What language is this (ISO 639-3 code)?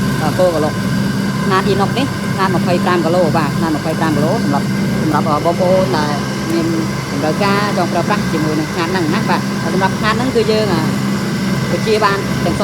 khm